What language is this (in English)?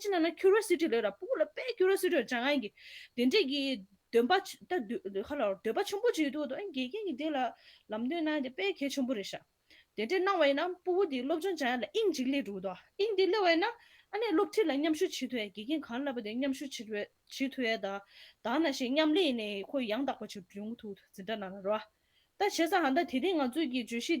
Tibetan